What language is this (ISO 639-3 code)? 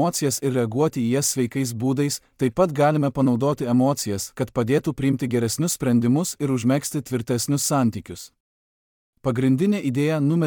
lit